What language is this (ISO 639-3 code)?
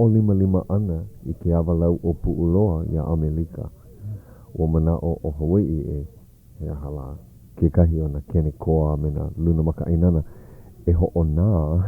haw